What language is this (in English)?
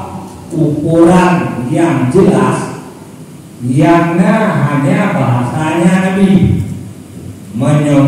Achinese